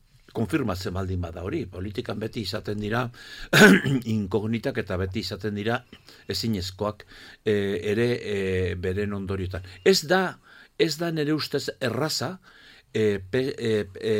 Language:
Basque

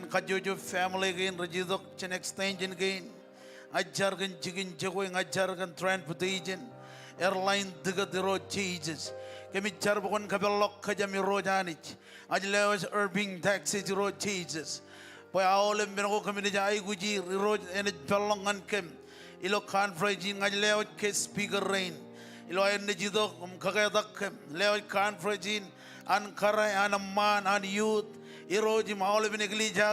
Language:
Marshallese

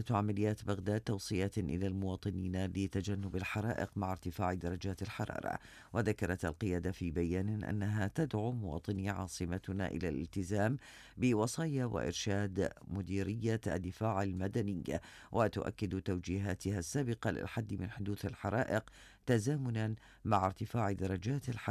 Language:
Mesopotamian Arabic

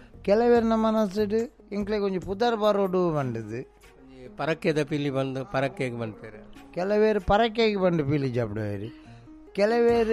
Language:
Tulu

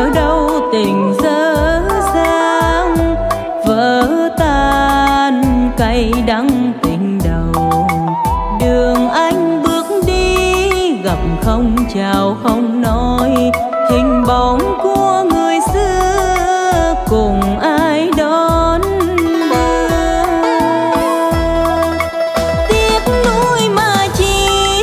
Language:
Vietnamese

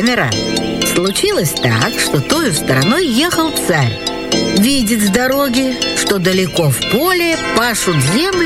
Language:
Russian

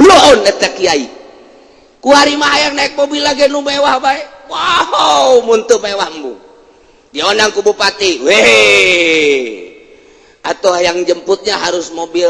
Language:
Sundanese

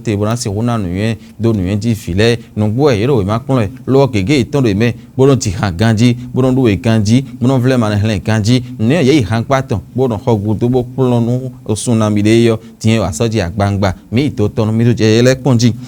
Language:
Fon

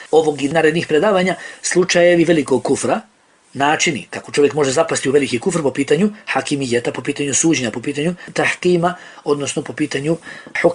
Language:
Bosnian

